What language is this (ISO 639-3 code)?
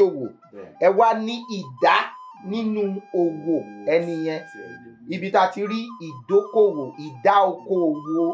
yor